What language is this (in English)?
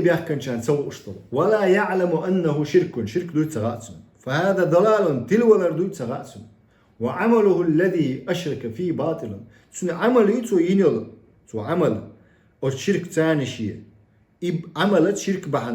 Chechen